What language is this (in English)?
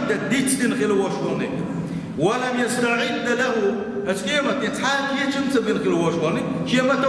Chechen